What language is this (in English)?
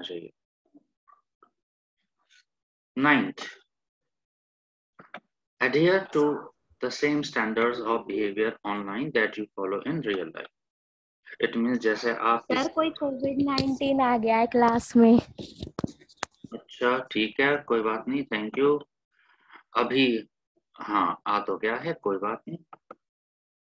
Hindi